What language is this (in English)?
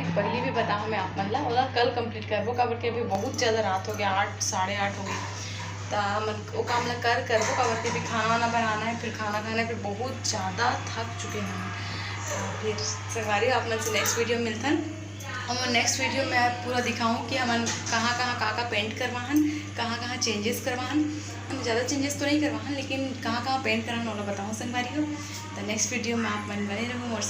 Chhattisgarhi